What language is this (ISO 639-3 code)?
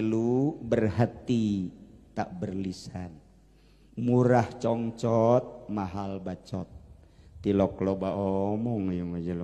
sun